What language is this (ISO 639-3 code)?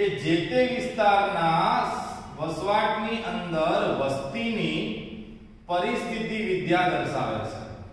guj